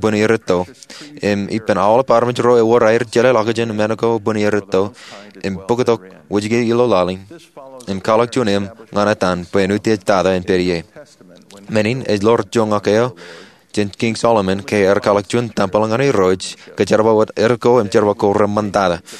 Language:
Marshallese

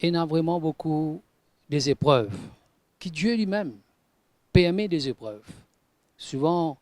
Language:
Morisyen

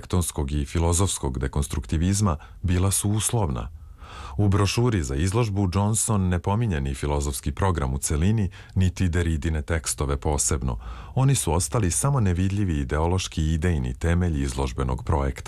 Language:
Serbian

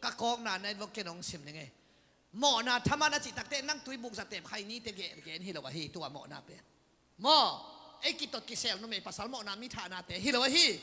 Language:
Tedim Chin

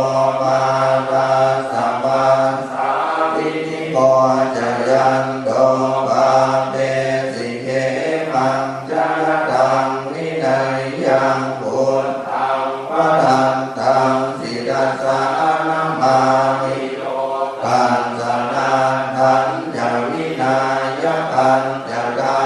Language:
Pali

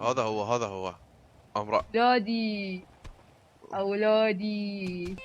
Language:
Mesopotamian Arabic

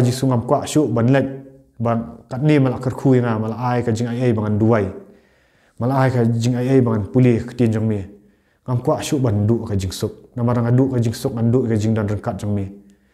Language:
Khasi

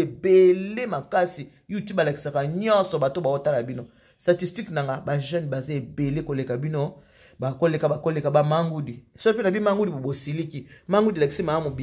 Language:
Lingala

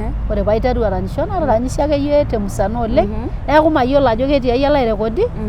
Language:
Masai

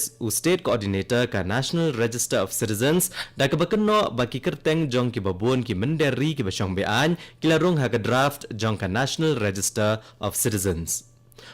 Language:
Khasi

